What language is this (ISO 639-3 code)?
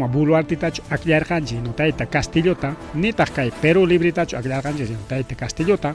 quy